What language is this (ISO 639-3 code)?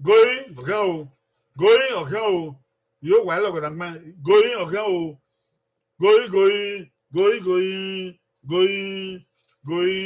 bin